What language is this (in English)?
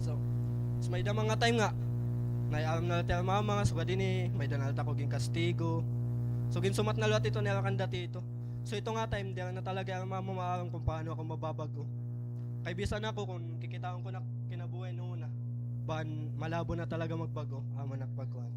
Waray